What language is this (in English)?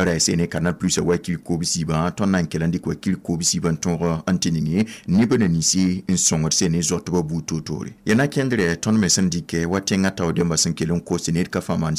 Mossi